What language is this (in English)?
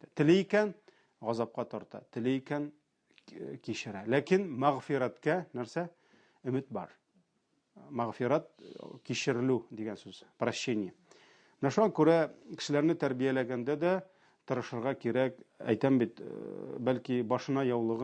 Tatar